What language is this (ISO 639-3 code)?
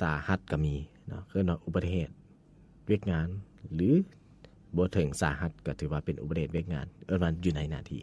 lao